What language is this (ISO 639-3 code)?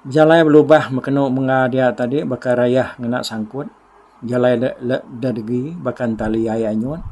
iba